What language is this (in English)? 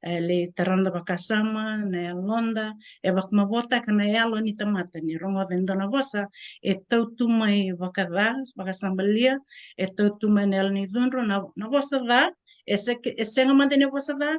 Fijian